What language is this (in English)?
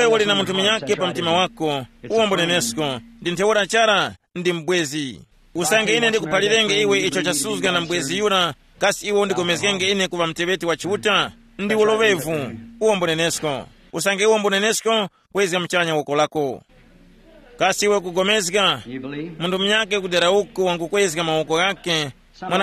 Tumbuka